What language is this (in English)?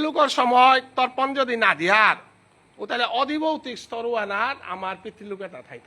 Bishnupriya